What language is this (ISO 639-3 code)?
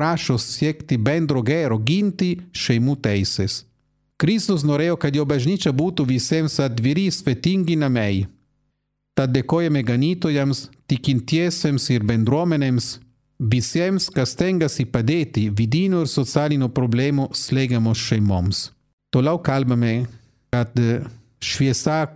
lit